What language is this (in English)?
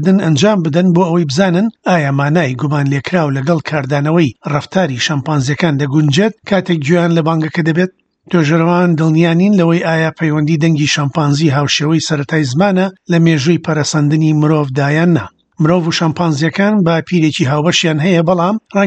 Central Kurdish